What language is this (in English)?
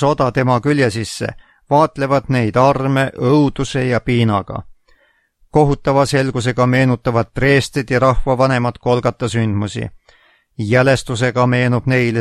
Estonian